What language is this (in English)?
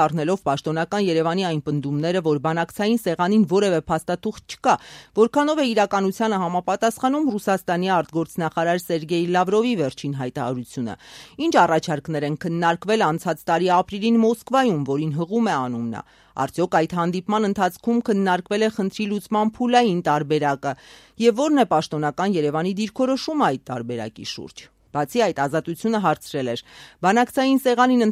Armenian